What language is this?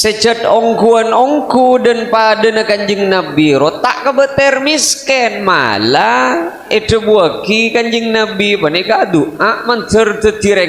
Madurese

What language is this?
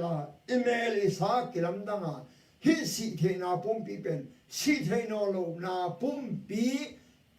Tedim Chin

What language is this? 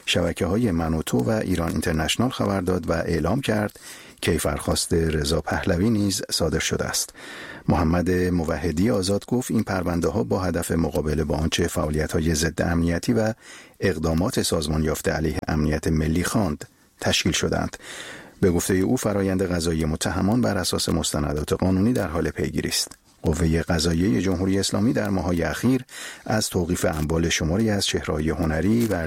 Persian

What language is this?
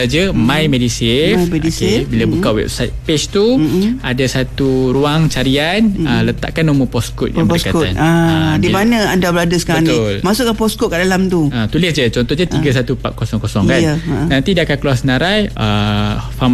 Malay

